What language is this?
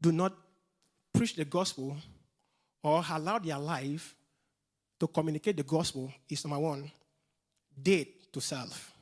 English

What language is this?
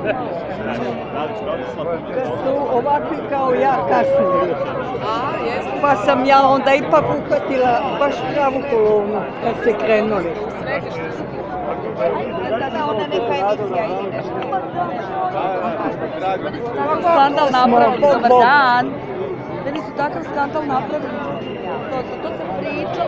Croatian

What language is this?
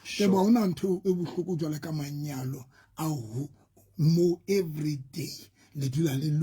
Southern Sotho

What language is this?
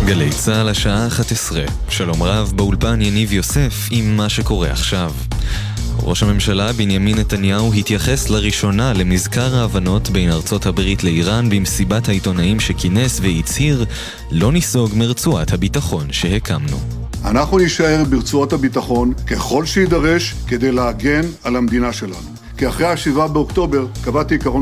Hebrew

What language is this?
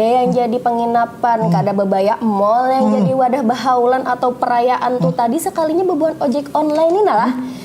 Banjar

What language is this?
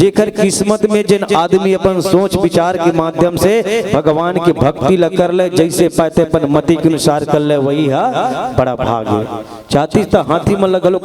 Chhattisgarhi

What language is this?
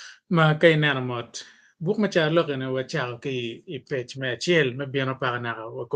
Acoli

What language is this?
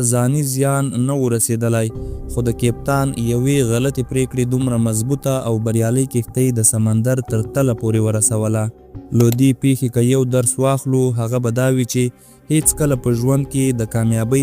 Pashto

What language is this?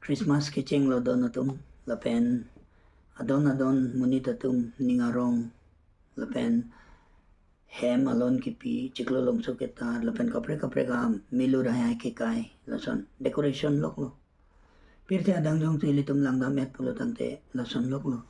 Karbi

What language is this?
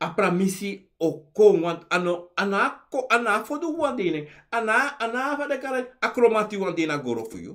Sranan Tongo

